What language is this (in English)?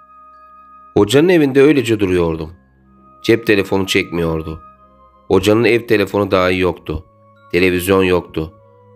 Turkish